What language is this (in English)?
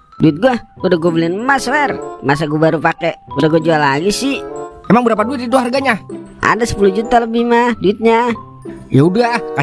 Betawi